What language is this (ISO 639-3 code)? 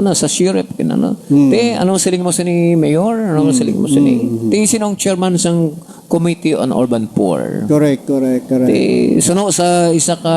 hil